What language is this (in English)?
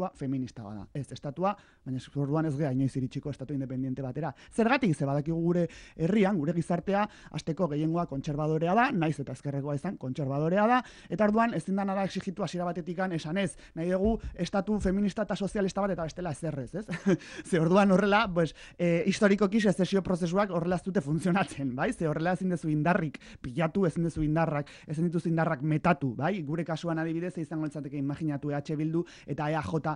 Basque